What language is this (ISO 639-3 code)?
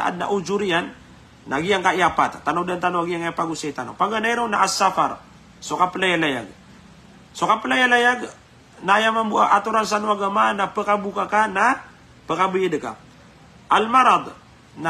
mrw